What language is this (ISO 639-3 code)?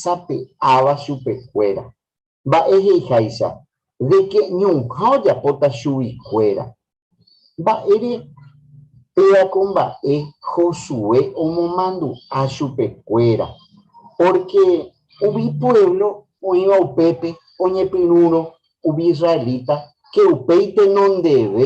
grn